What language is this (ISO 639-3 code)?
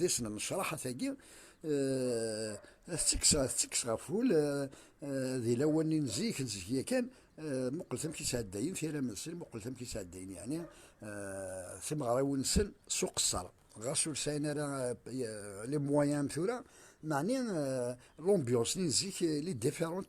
kab